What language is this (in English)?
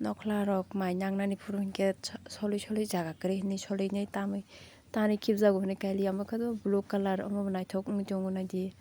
Kok Borok